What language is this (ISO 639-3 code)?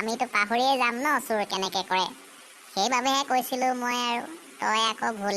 asm